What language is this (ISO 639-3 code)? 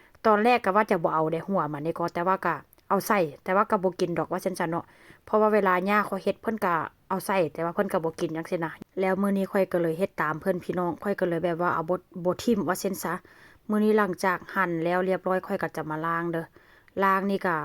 lao